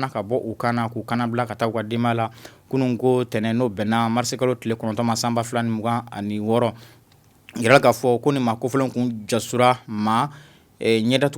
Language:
Bambara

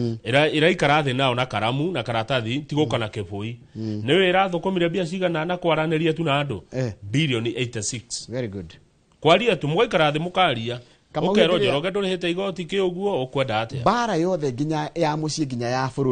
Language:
Kikuyu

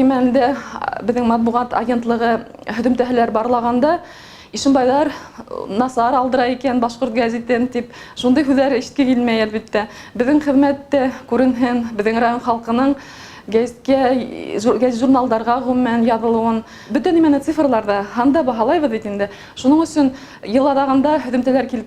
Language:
Bashkir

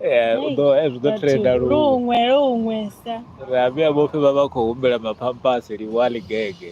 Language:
Venda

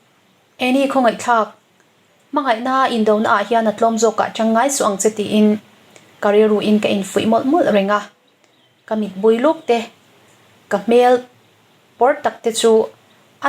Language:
Mizo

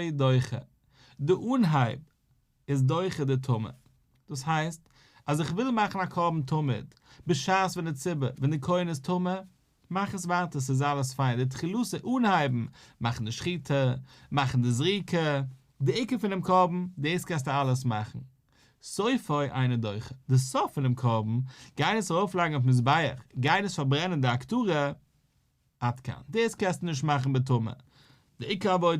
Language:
Yiddish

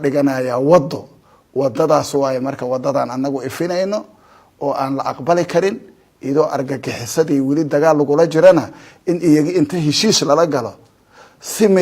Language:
Somali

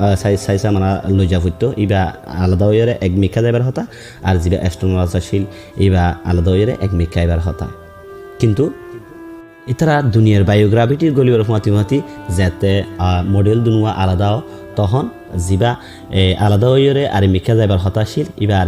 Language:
Rohingya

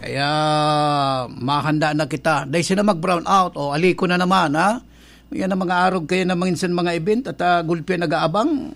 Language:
Bikol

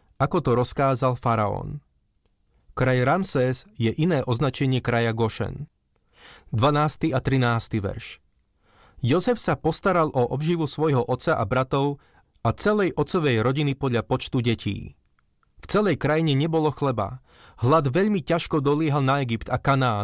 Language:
Slovak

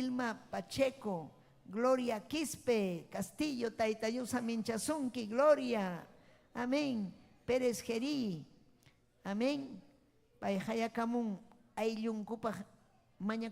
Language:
Ayacucho Quechua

